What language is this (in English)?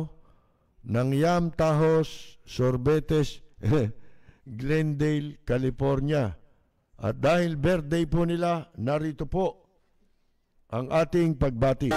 Filipino